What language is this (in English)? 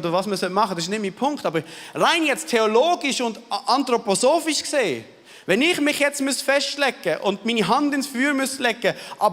Swiss German